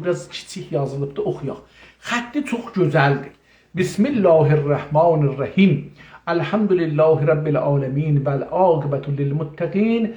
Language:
South Azerbaijani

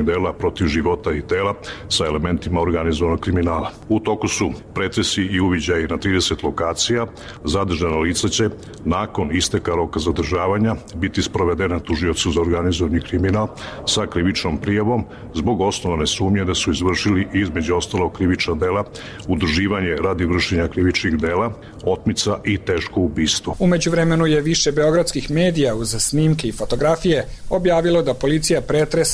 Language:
Serbian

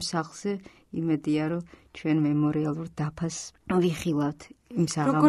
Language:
Georgian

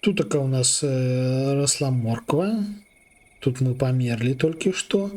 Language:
Belarusian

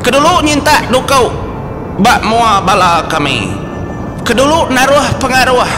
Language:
Iban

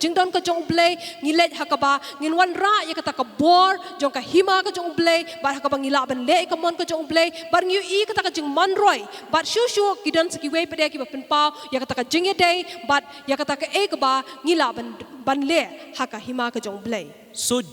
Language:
Khasi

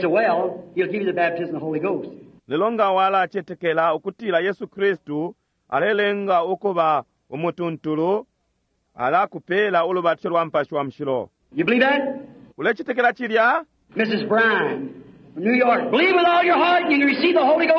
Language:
Bemba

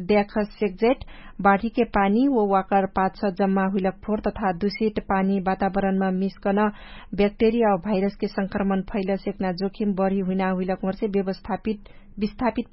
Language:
Dangaura Tharu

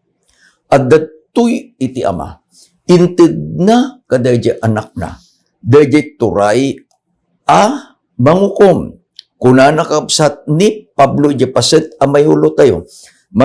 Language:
Iloko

